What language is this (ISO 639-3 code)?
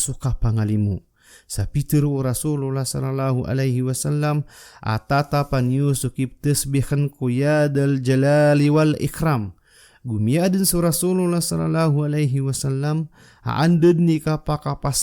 mrw